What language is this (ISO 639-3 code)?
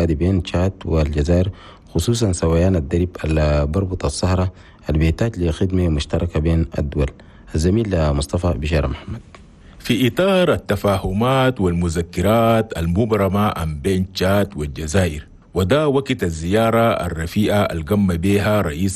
shu